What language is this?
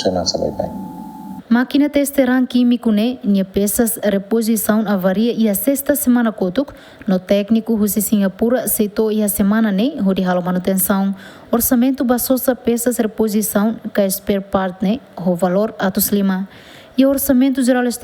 Tetum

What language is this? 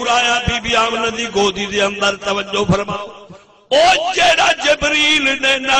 Saraiki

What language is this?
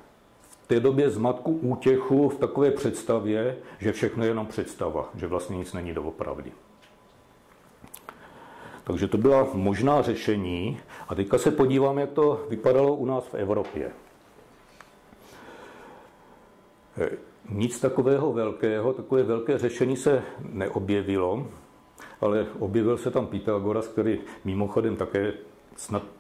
Czech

